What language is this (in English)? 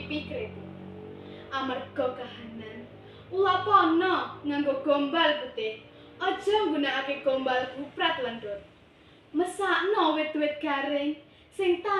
Javanese